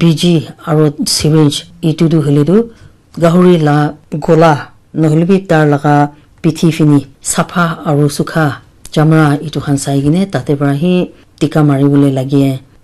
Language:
Naga Pidgin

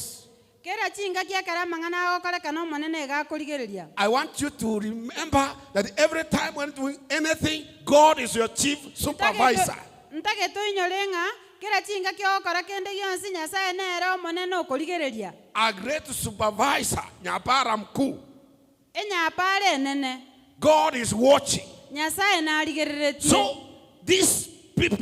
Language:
Gusii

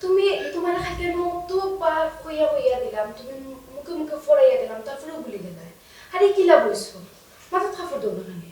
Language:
Sylheti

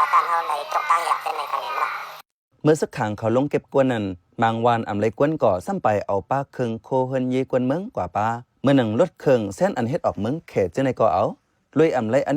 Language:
Shan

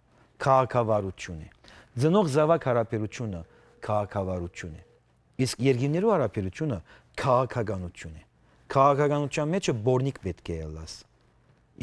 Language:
Western Armenian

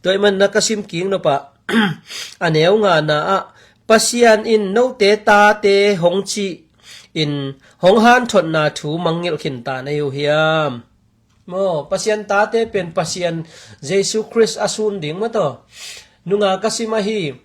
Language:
Tedim Chin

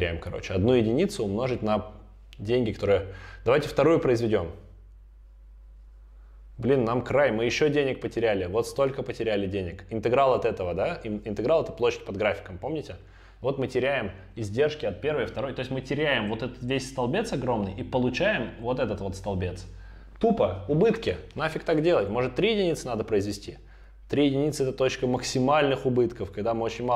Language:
Russian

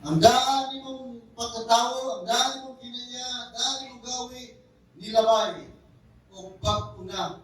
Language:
Cebuano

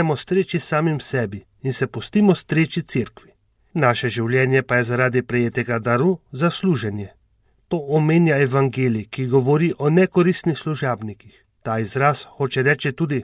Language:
Slovenian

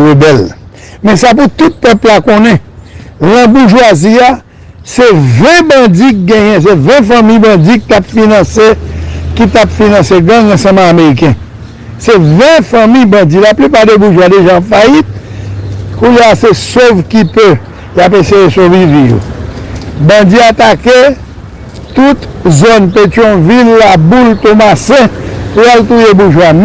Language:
Haitian Creole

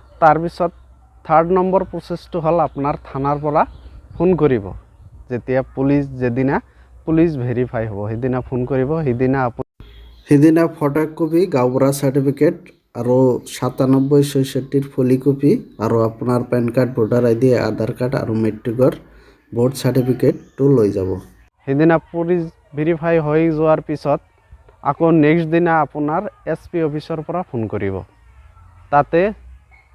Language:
Assamese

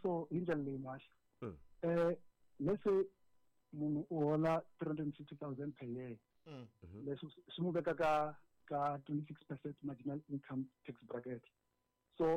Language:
Tsonga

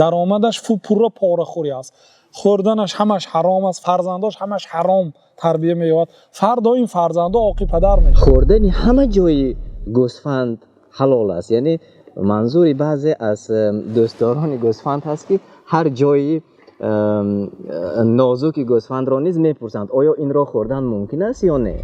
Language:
Tajik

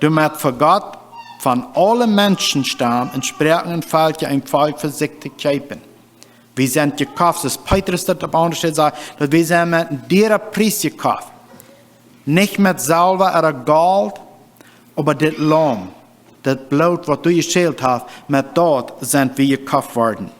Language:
Plautdietsch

